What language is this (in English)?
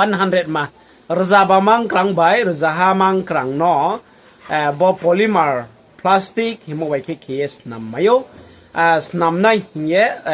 Riang (India)